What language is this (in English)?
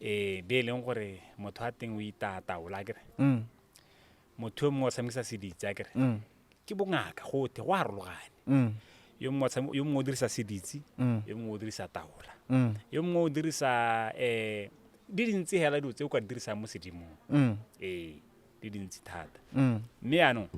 Tswana